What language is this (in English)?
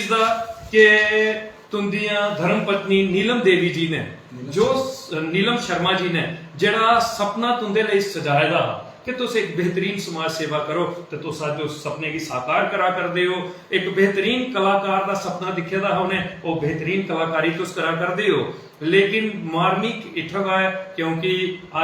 Dogri